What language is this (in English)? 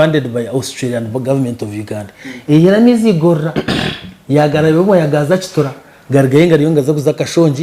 Nyankole